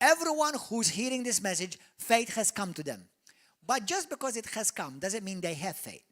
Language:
English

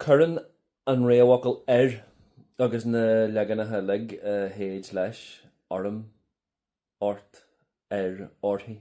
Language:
Irish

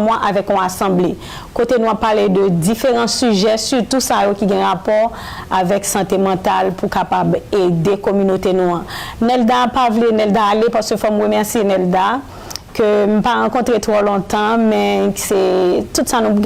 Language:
Haitian Creole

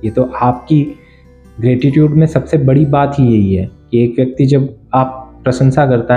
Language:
Hindi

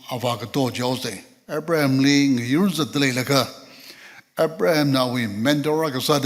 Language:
Tangkhul Naga (India)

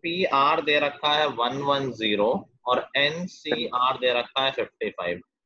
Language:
Hindi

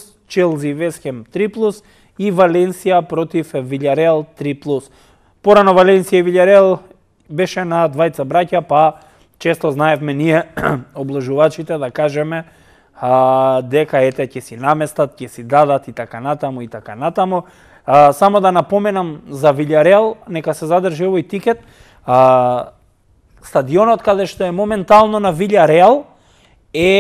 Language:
Macedonian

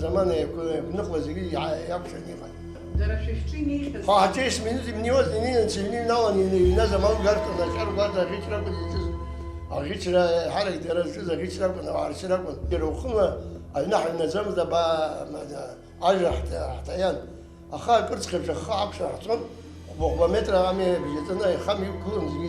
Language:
Abkhazian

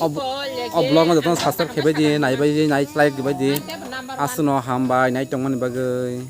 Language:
Kok Borok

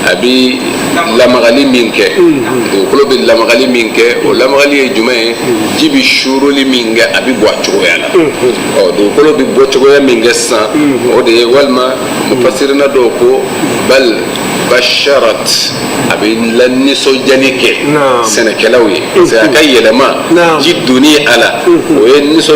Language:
Bambara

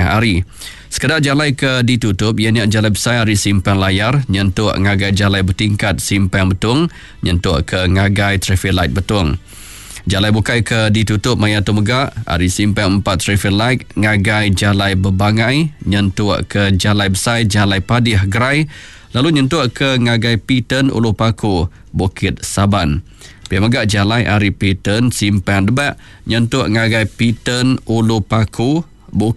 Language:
Iban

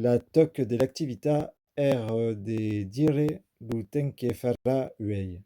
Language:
Occitan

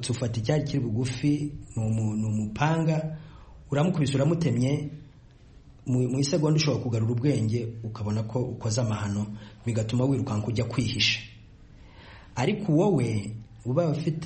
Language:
Kinyarwanda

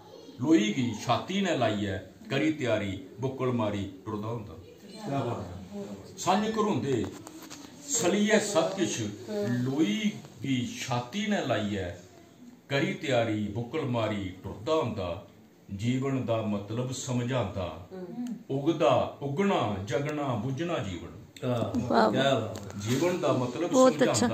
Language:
Dogri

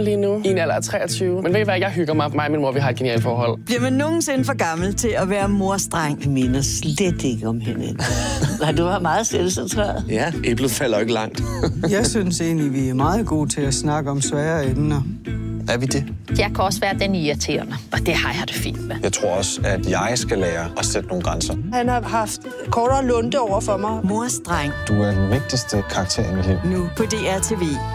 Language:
Danish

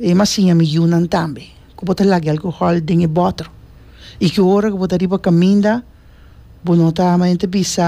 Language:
Papiamento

